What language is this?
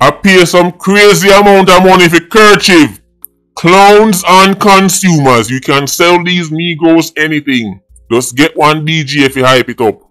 Jamaican Creole English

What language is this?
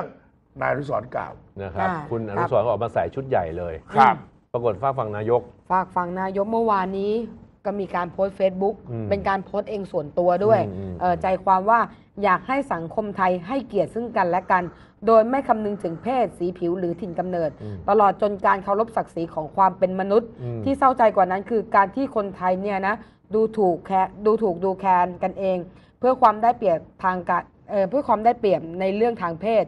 Thai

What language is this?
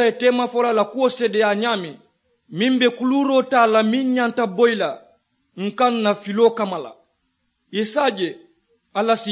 Mandingo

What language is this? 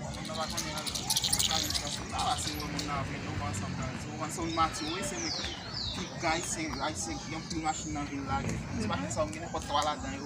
Haitian Creole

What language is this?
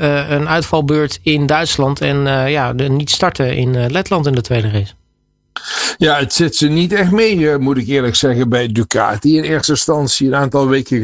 Dutch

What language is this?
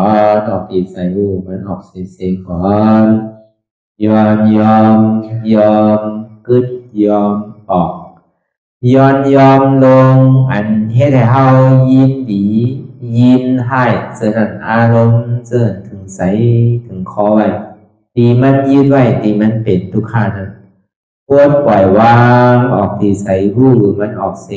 Shan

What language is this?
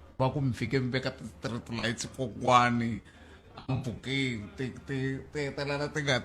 Tsonga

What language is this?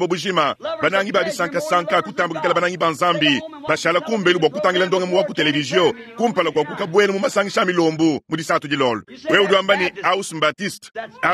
Luba-Lulua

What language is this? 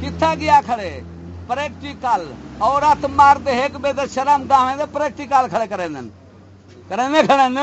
Saraiki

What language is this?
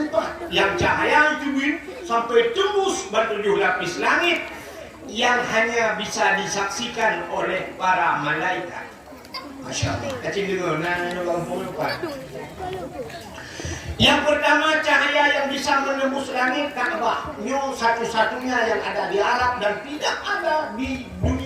Achinese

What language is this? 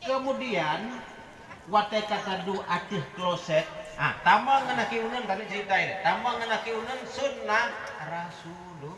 Achinese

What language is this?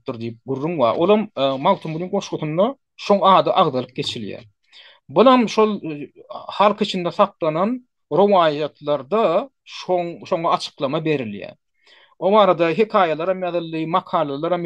Turkmen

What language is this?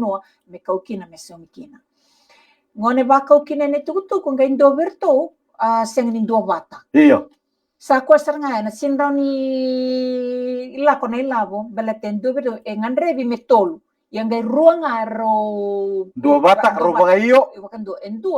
Fijian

